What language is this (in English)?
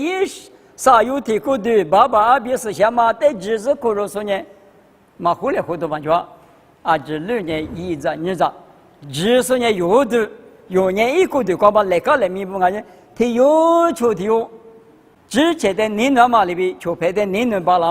Lisu